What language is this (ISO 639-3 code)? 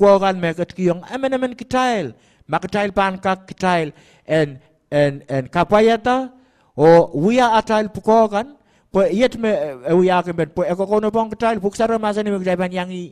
pon